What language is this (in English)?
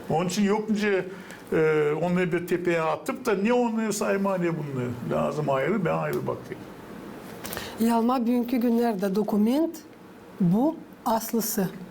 Gagauz